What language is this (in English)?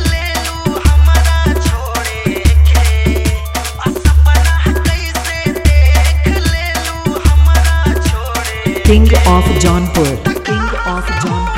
Bhojpuri